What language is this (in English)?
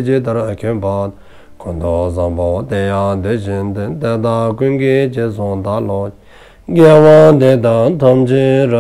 Dzongkha